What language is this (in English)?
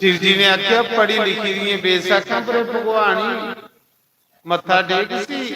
Dogri